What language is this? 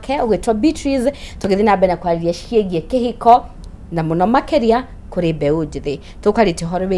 Kikuyu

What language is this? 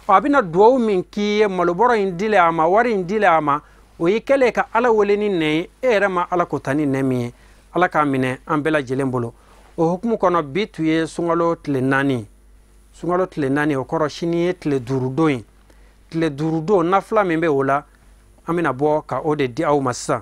Bambara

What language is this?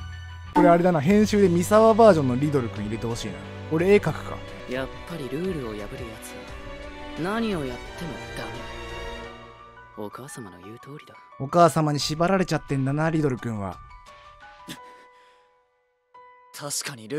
Japanese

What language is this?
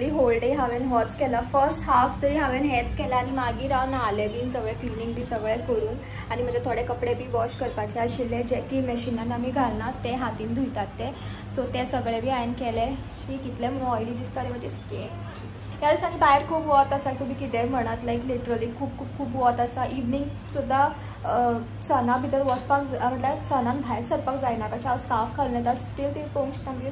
Konkani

